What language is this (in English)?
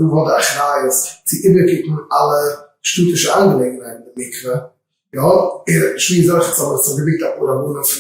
Yiddish